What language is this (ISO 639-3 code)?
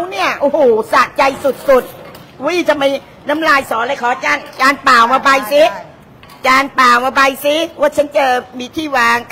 tha